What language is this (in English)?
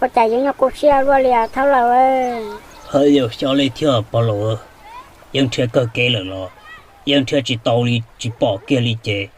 Hmong